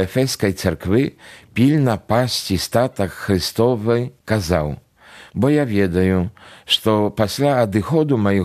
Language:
Belarusian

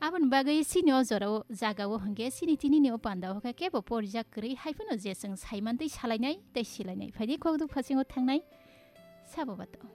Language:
Kok Borok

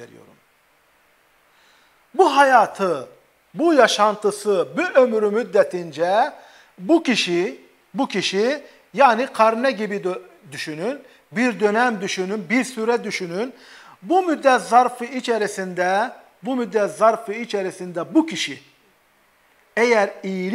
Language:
Turkish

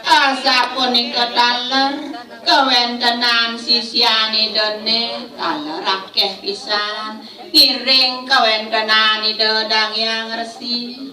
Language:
Balinese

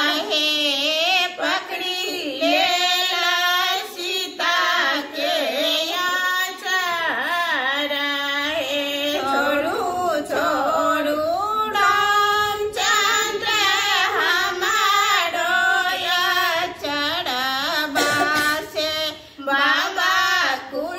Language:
Bhojpuri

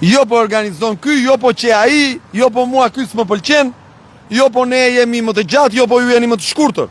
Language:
Albanian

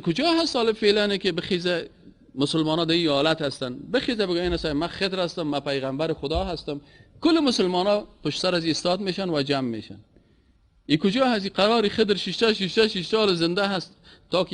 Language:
Persian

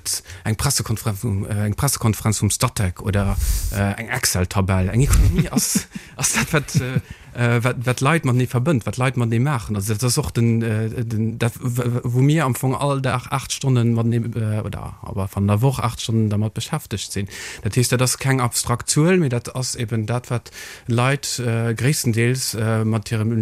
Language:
Luxembourgish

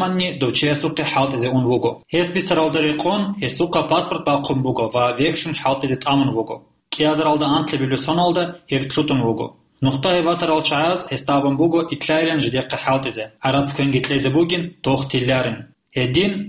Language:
Avaric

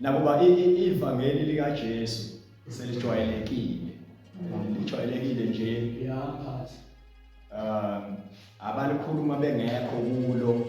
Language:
Zulu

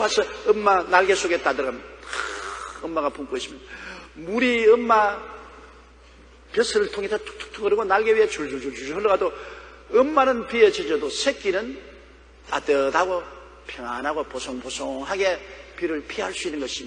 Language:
Korean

